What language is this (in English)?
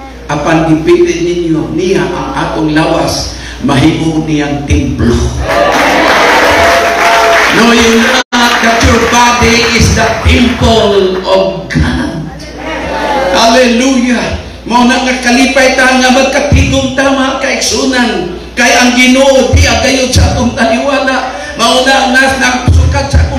Cebuano